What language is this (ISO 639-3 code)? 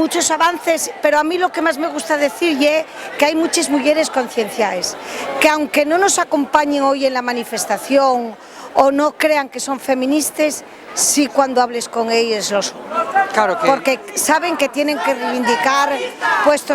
ast